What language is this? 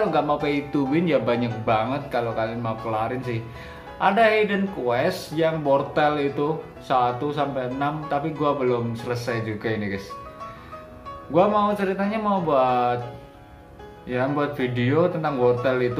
Indonesian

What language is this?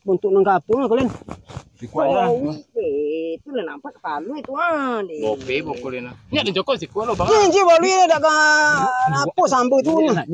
Minangkabau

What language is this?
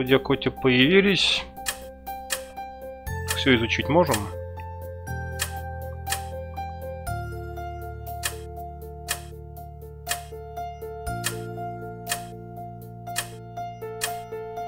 Russian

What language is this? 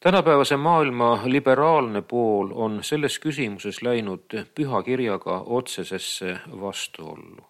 Estonian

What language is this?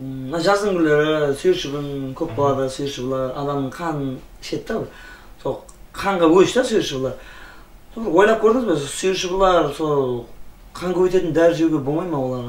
Kara-Kalpak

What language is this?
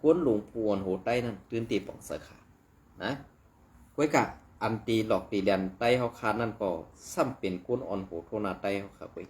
Shan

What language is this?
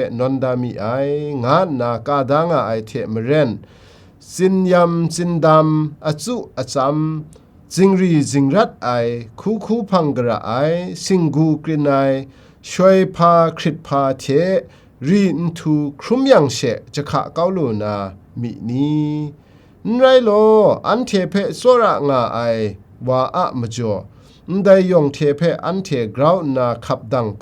Kachin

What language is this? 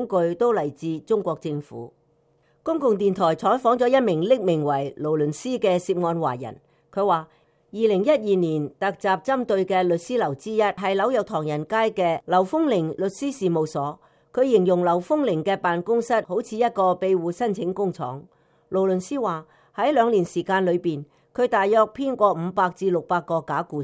Cantonese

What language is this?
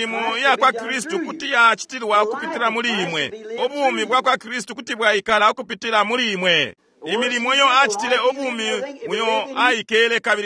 Bemba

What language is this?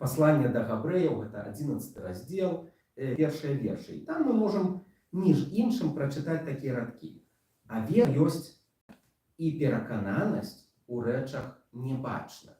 Belarusian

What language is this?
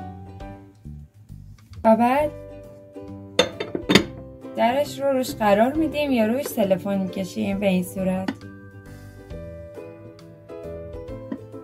Persian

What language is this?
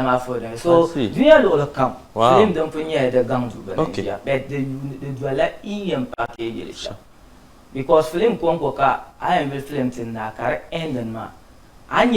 Dagbani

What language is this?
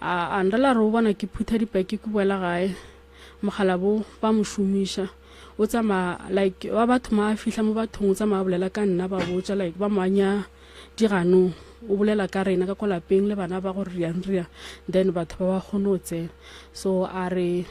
Northern Sotho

